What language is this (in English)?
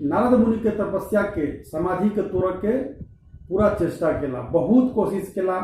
Maithili